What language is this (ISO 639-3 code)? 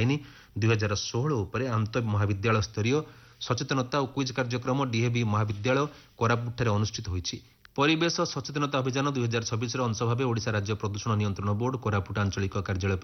ori